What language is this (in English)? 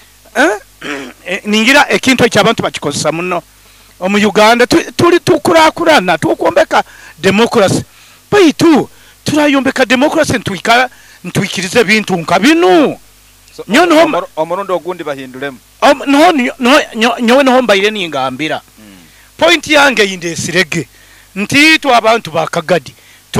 Nyoro